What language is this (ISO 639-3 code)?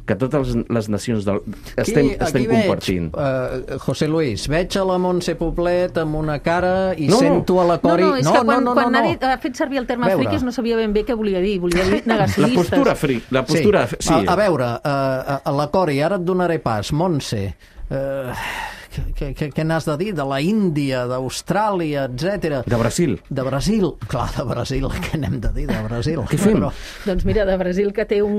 cat